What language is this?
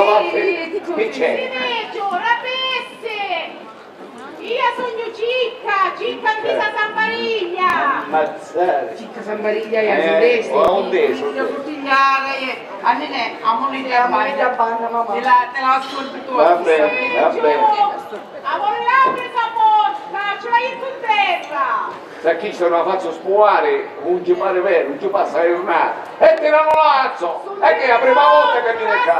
Sicilian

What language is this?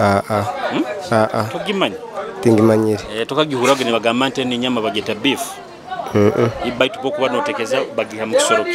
Nyoro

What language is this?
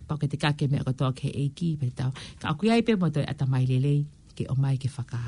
Tongan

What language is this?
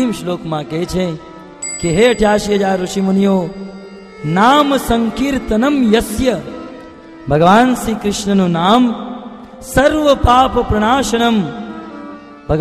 Gujarati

